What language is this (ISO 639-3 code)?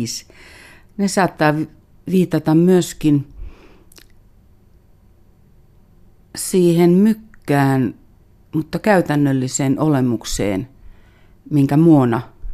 fin